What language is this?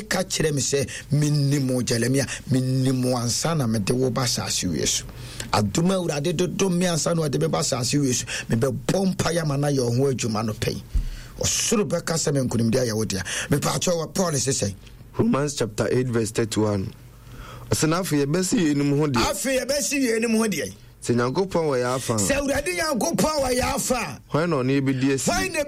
Akan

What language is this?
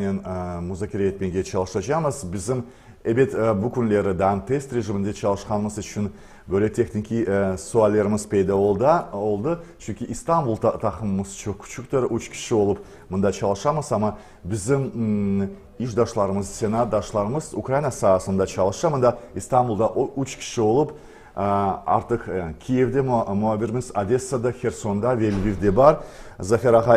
Crimean Tatar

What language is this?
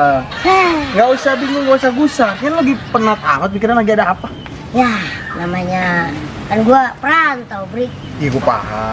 Betawi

